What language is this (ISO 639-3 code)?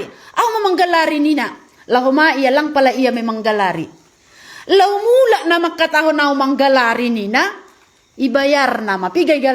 bts